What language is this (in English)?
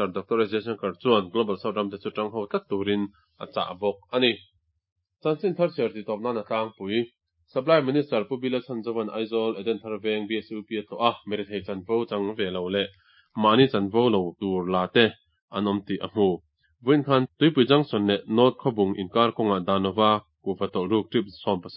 Mizo